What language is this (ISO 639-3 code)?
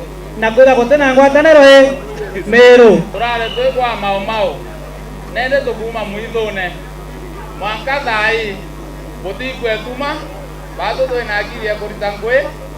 mer